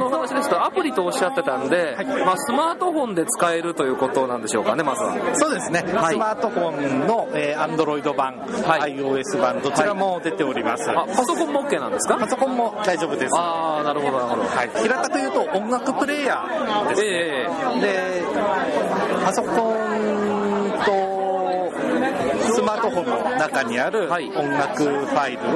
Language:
Japanese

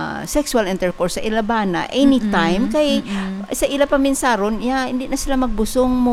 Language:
Hiligaynon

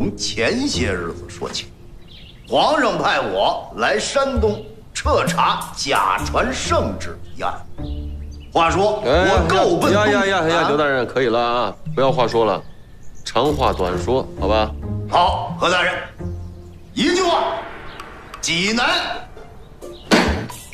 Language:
Chinese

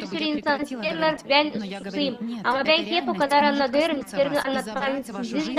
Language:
Gagauz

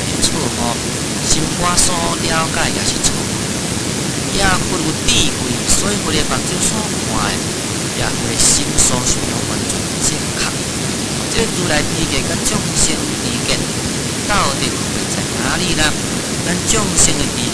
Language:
Min Nan Chinese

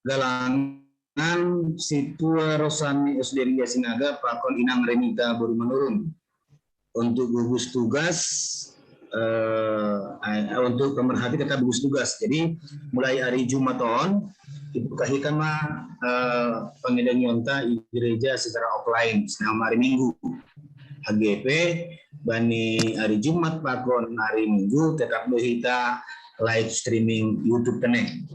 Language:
Batak Simalungun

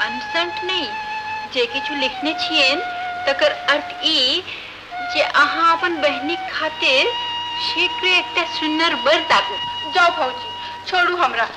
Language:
Maithili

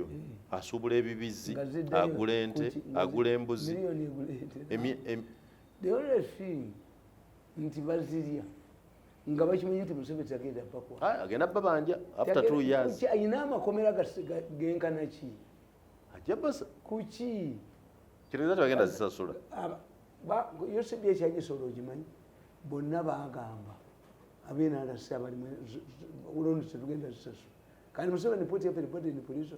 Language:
Ganda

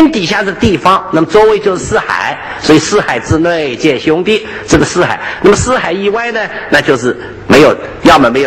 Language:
Chinese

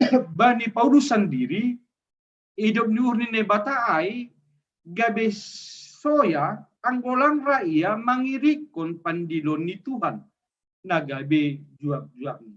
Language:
Batak Simalungun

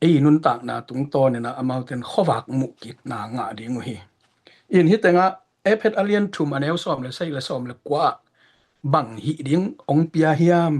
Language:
Tedim Chin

